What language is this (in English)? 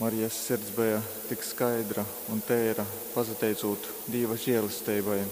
Latgalian